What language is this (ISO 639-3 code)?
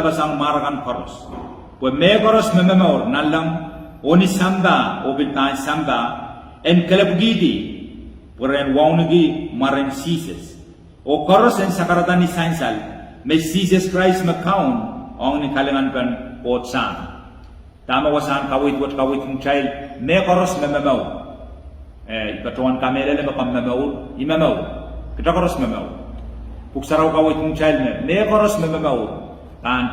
pon